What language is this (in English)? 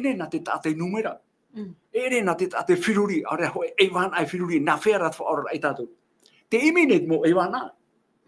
Tahitian